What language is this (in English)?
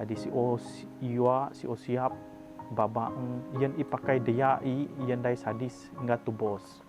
Biatah Bidayuh